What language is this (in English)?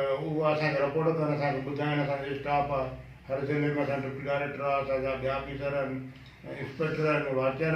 Sindhi